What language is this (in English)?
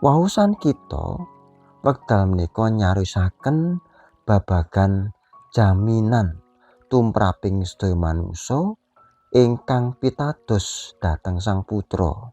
Javanese